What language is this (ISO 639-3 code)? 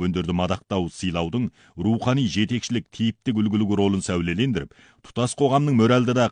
kaz